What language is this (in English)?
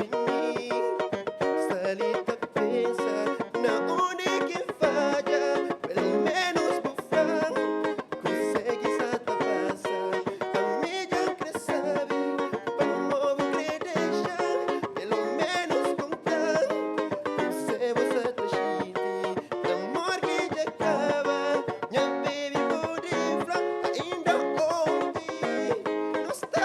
Kabuverdianu